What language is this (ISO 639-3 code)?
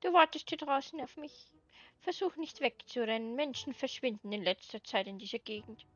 bar